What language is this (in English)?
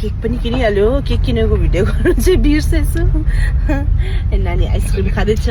Nepali